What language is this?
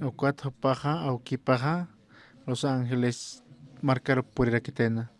Aymara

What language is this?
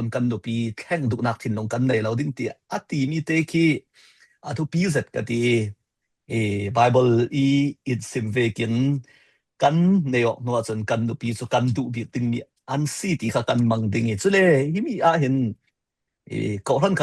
Falam Chin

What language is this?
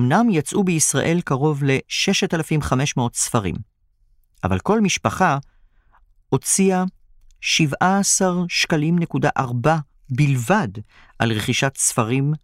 Hebrew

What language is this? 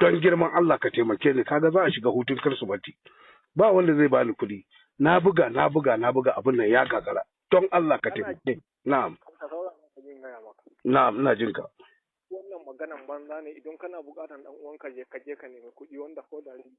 Hausa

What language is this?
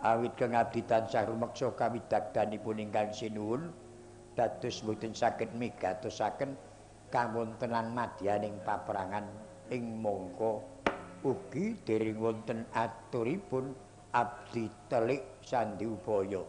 Javanese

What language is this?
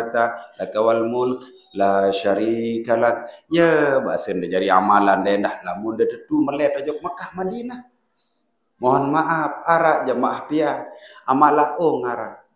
Sasak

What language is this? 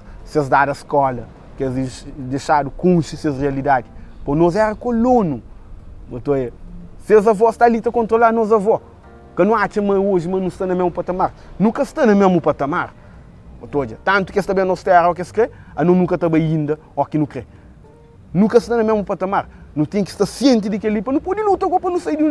Kabuverdianu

